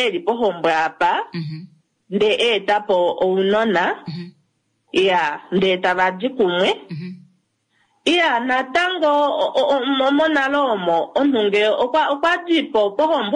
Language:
Kuanyama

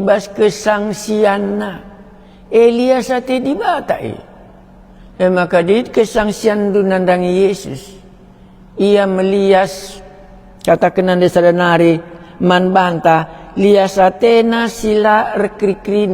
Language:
Batak Karo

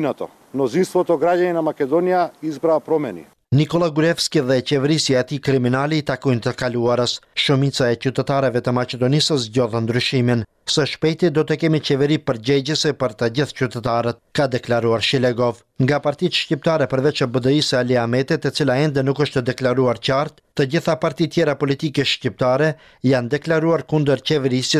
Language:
Albanian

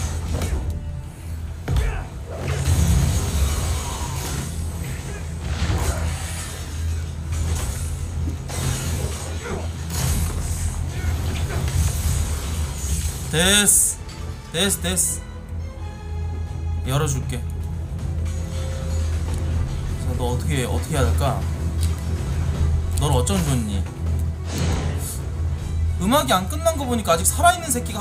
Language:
Korean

